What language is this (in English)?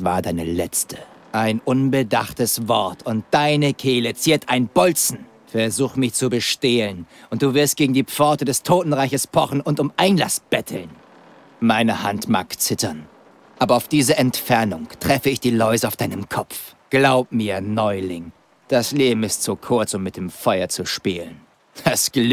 Bavarian